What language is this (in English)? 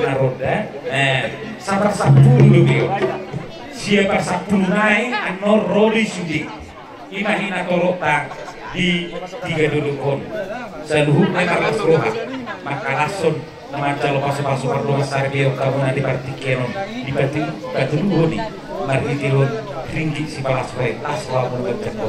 Batak Toba